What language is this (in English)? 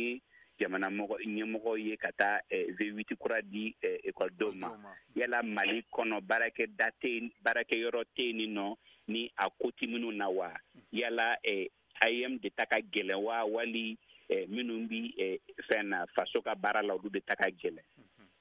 Bambara